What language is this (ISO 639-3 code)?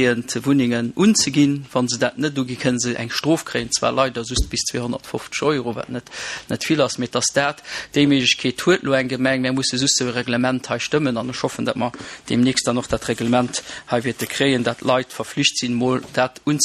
ltz